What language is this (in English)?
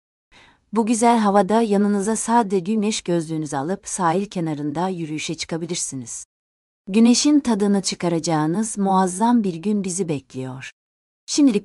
Turkish